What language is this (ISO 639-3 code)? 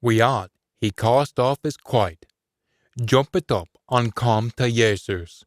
sco